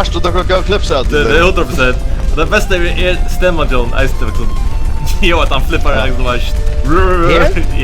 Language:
Faroese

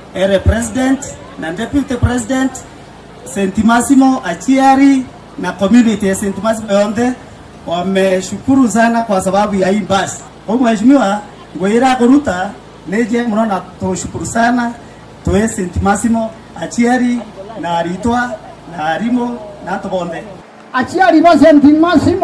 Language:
Meru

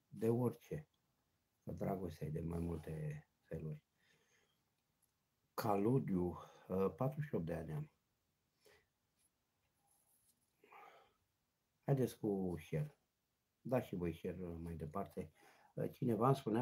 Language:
Romanian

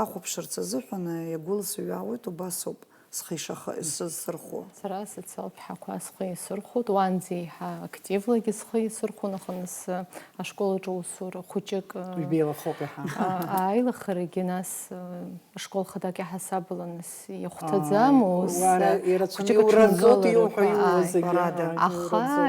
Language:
Abkhazian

